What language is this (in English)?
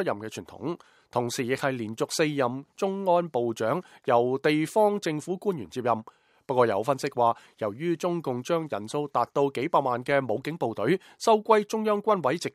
Cantonese